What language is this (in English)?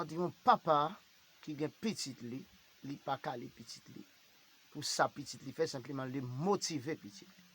Haitian Creole